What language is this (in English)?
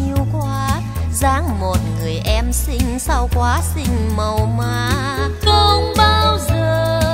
Vietnamese